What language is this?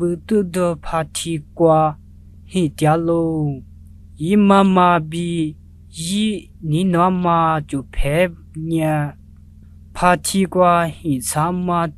Lisu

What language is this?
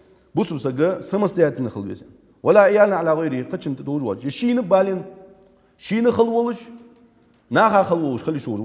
Ingush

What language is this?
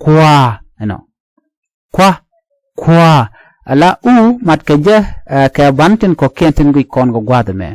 Nuer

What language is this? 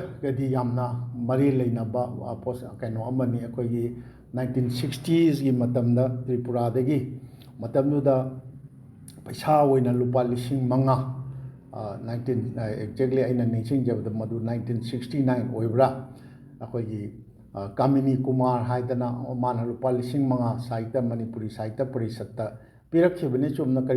Manipuri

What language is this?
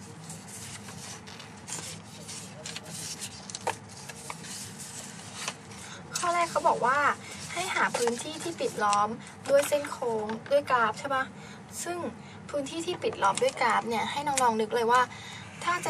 Thai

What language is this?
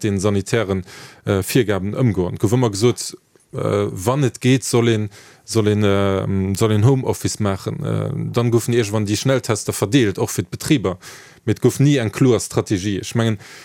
Luxembourgish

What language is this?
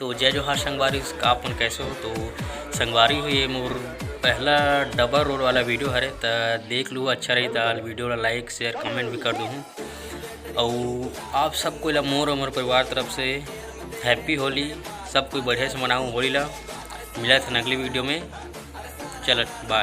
Chhattisgarhi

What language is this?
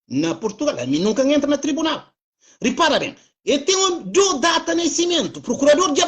Kabuverdianu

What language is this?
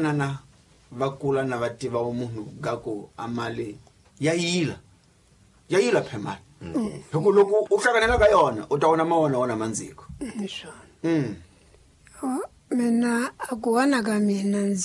Tsonga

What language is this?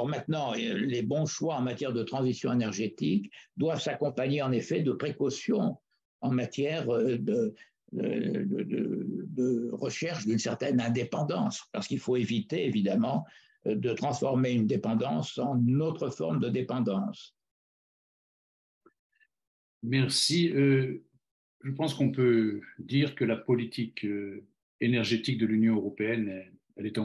French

